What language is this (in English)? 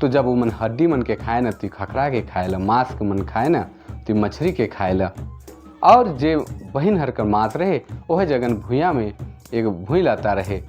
Sadri